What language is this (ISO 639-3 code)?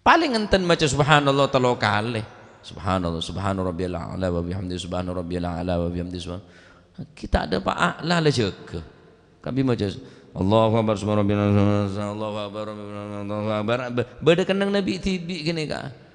mad